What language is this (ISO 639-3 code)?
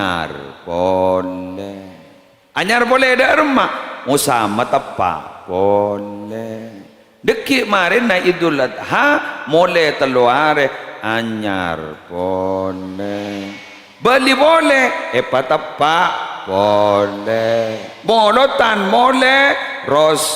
mad